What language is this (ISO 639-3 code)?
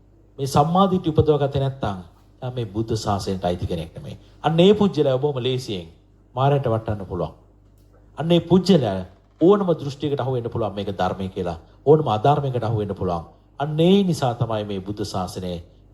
sin